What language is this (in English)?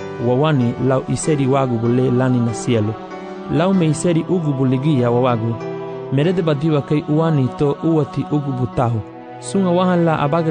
Garifuna